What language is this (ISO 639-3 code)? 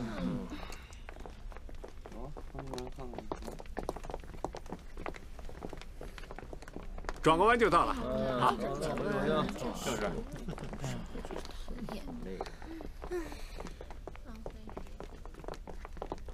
zho